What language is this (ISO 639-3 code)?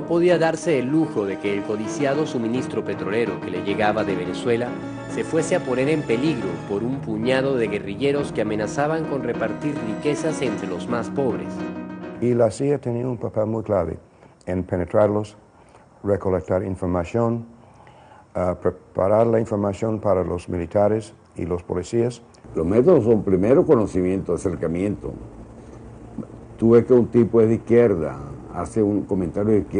spa